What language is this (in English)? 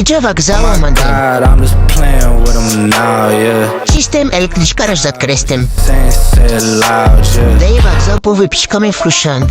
Tajik